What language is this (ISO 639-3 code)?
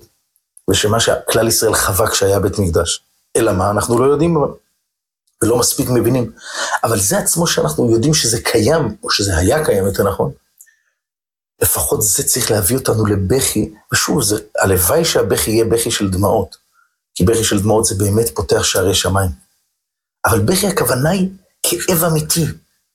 heb